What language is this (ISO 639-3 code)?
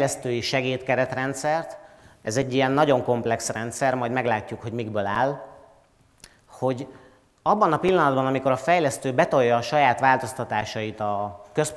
hun